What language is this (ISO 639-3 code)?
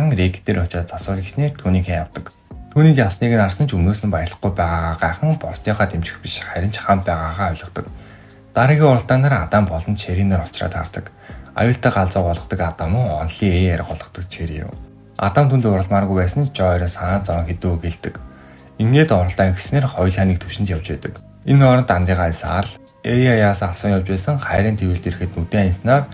mon